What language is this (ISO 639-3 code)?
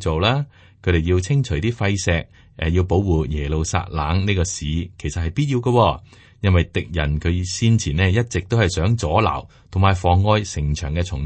yue